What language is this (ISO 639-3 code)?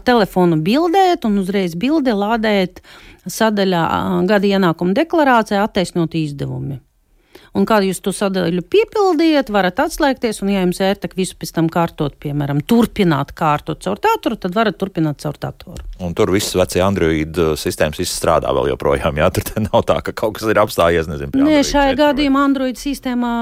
lav